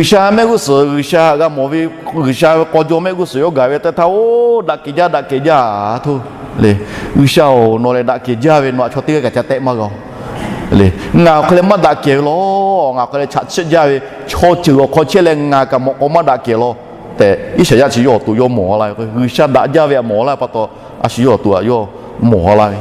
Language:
Lahu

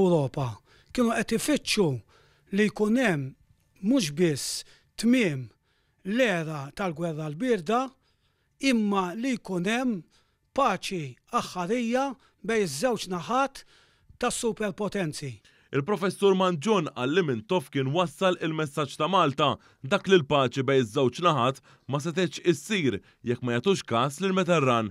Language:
Maltese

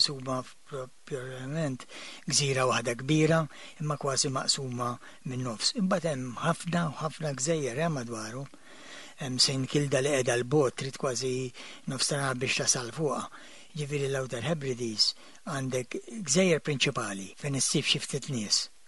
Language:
Maltese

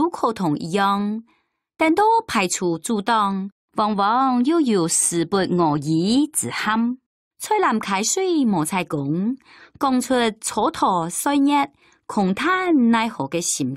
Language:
Hakka Chinese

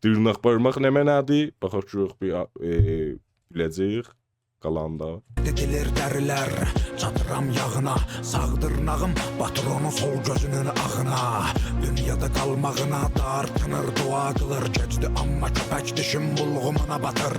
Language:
South Azerbaijani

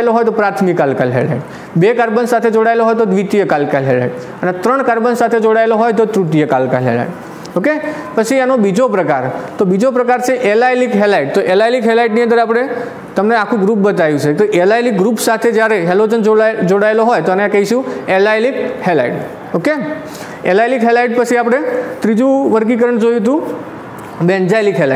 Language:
Gujarati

